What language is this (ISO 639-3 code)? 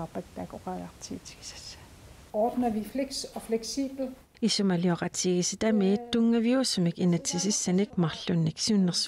kal